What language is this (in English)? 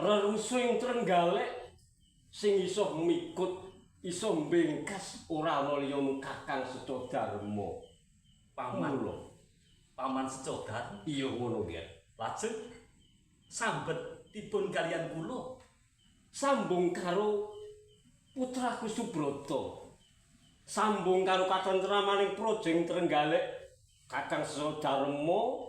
Javanese